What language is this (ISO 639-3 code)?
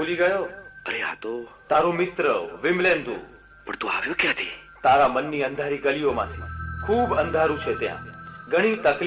guj